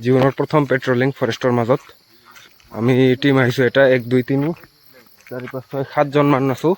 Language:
Assamese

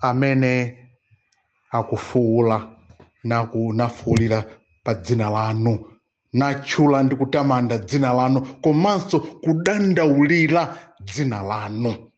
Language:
Nyanja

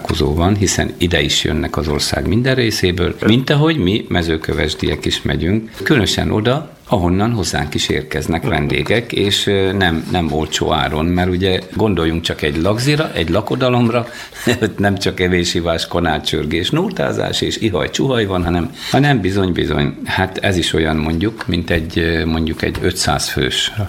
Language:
Hungarian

